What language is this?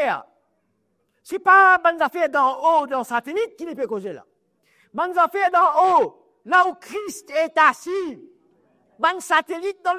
Morisyen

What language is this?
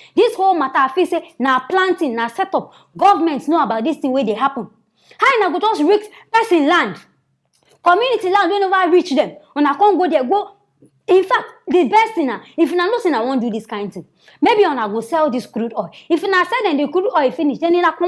Nigerian Pidgin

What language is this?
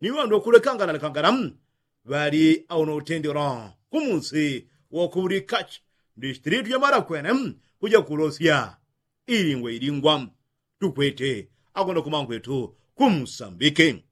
Yao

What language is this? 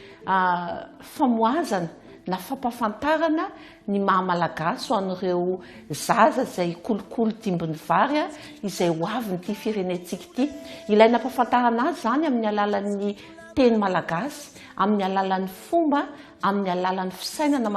Malagasy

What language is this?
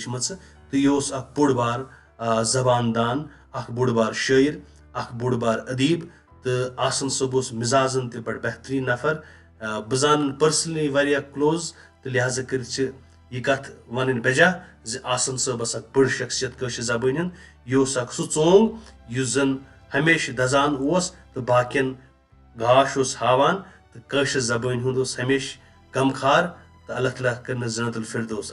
Kashmiri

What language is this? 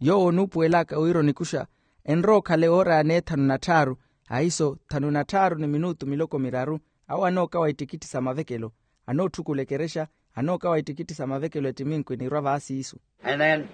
Makhuwa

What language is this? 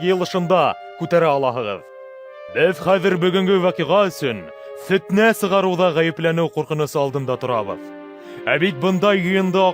Bashkir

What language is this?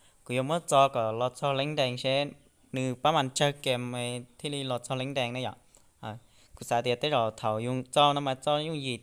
Hmong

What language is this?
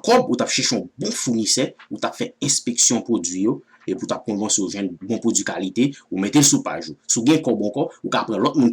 Haitian Creole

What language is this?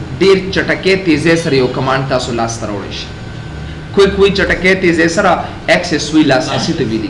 Pashto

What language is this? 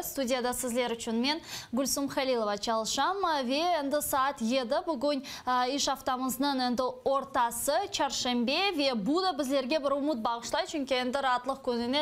Crimean Tatar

